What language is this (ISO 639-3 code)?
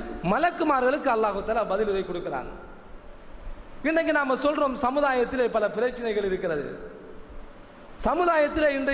tam